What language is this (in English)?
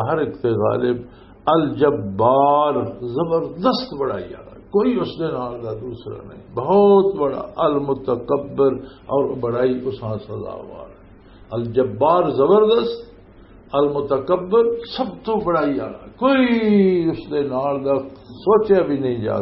Western Panjabi